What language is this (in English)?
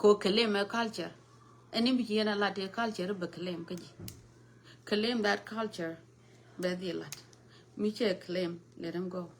Nuer